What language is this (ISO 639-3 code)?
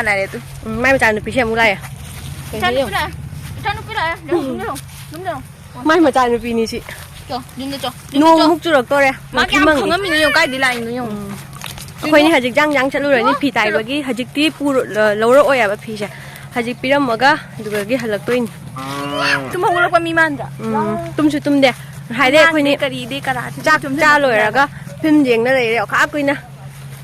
mni